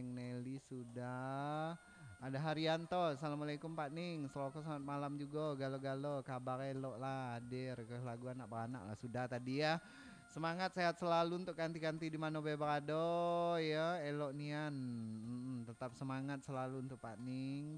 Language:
Minangkabau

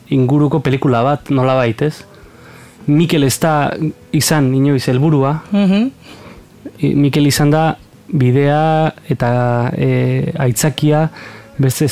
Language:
Basque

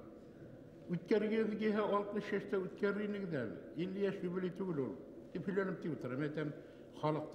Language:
Bashkir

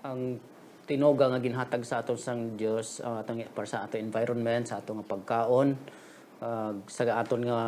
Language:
Hiligaynon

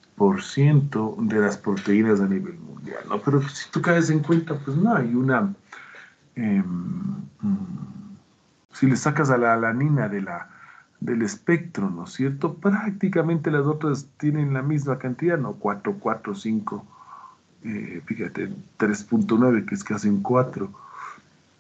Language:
Spanish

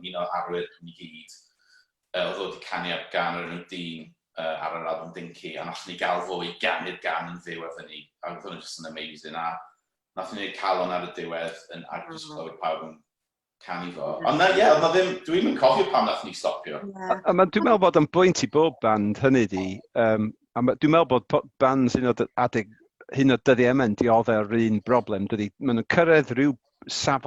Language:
Welsh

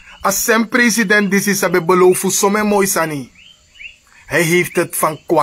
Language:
Sranan Tongo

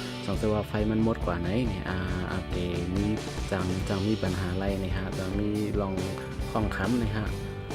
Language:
Shan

